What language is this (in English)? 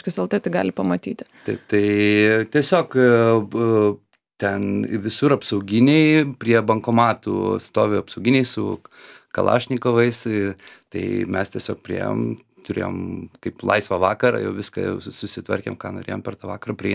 Lithuanian